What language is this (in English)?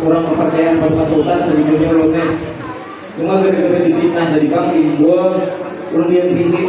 Banjar